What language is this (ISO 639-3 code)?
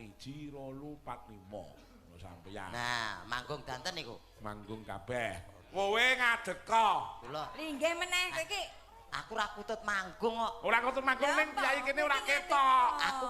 jav